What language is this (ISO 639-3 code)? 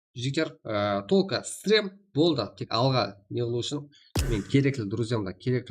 kaa